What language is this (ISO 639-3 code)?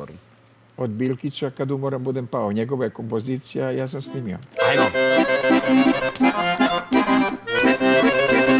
srp